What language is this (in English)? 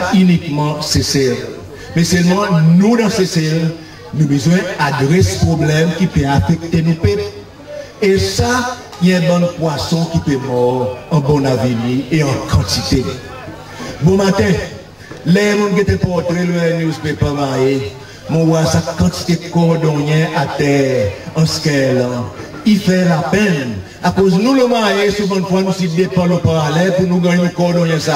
Seselwa Creole French